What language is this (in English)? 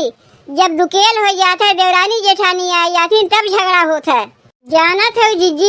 Awadhi